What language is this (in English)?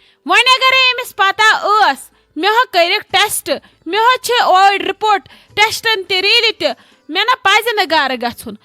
Kashmiri